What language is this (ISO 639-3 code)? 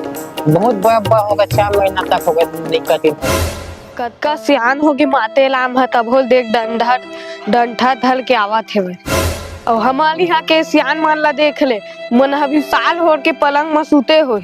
hne